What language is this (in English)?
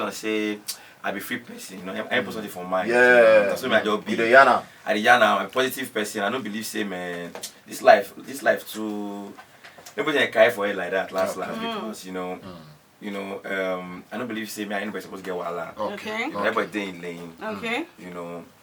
Nigerian Pidgin